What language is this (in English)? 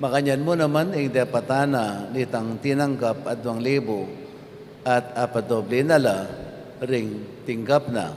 Pampanga